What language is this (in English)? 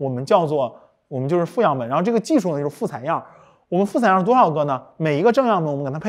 Chinese